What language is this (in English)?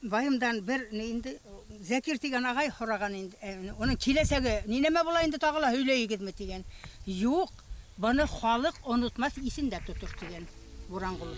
Bashkir